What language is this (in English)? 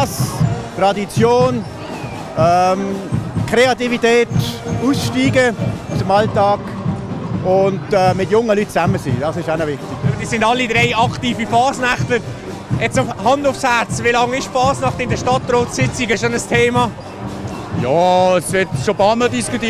Swiss German